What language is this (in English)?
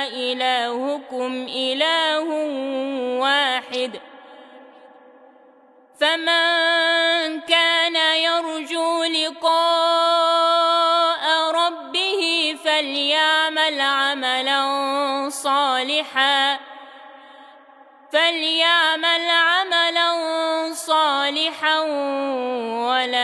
Arabic